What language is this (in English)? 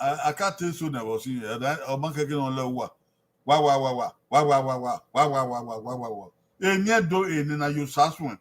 Bini